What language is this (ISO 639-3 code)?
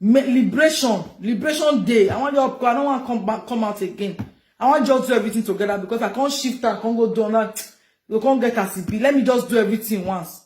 pcm